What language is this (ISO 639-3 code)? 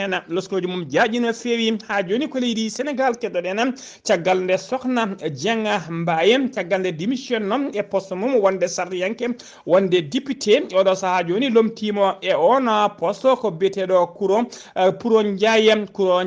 ful